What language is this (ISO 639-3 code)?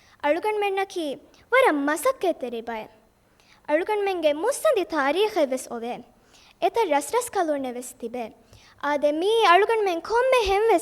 div